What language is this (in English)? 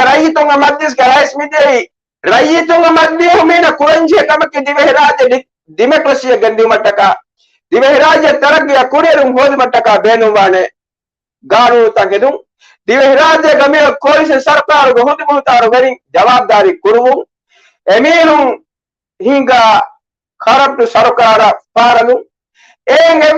Divehi